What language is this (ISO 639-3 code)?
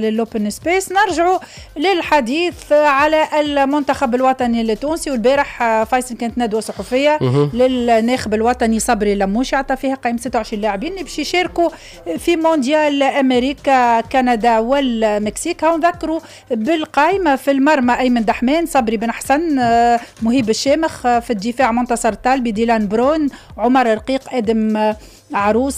aeb